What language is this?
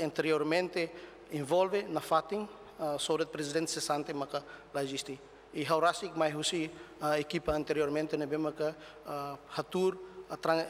Tetum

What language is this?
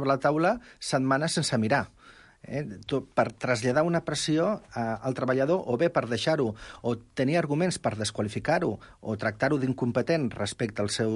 Catalan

